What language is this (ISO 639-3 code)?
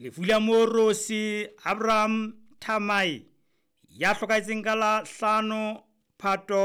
sot